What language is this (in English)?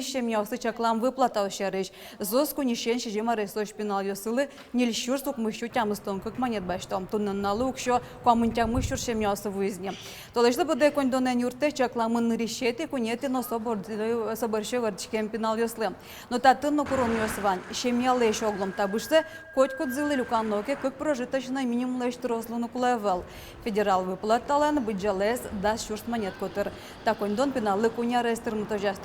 Udmurt